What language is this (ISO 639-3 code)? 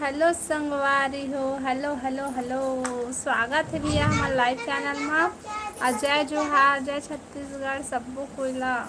hne